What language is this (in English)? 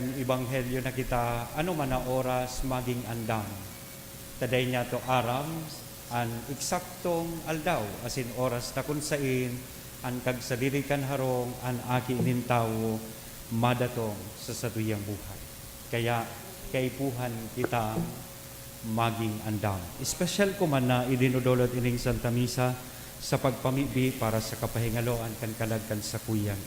Bikol